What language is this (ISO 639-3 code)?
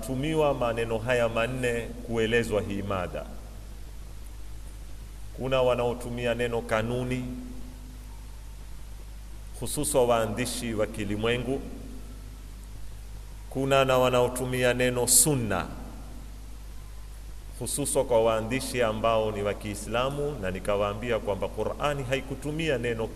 swa